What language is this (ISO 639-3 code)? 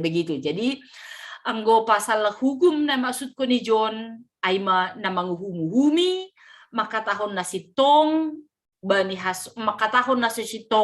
bts